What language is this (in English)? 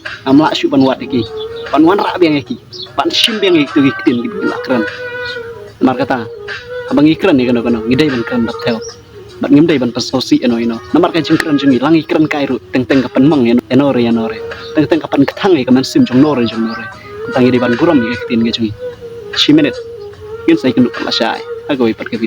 Khasi